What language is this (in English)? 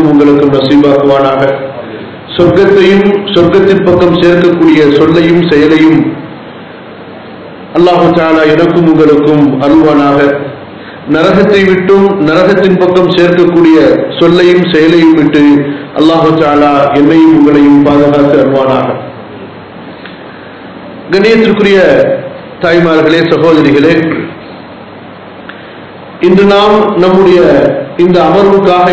Tamil